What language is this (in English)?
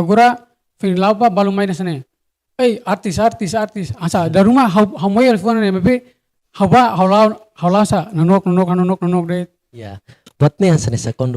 Tetum